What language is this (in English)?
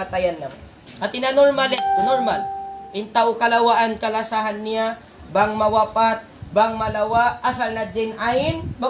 Tausug